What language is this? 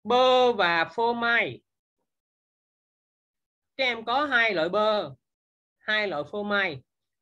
Vietnamese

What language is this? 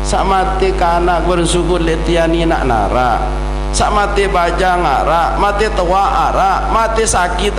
Sasak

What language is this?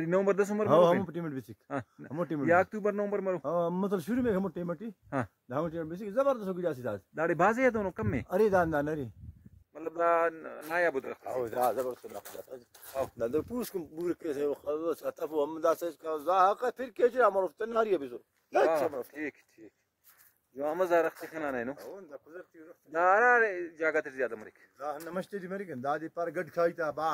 Brahui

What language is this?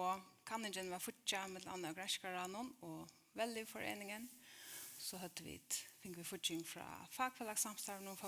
Faroese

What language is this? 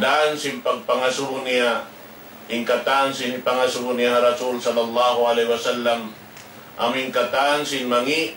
Tausug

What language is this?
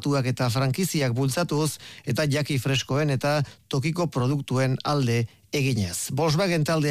Basque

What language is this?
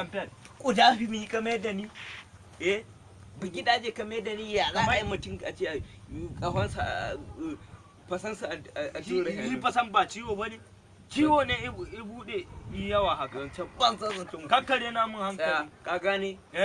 Hausa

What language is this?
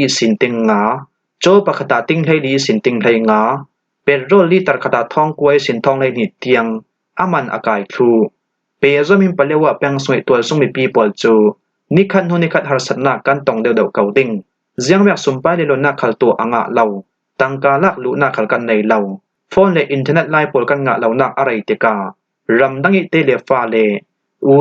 Falam Chin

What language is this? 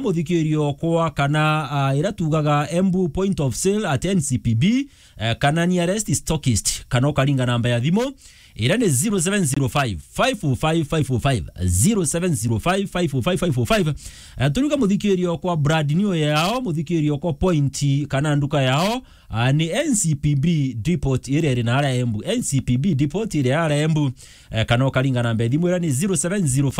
Meru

